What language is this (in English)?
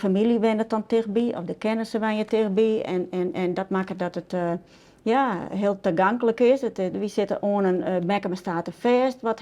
Western Frisian